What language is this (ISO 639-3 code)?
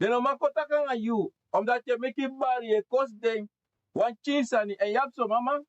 srn